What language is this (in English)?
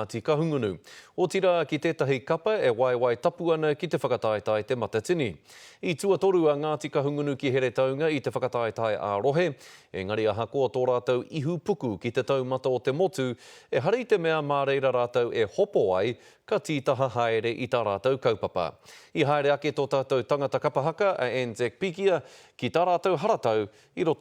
Māori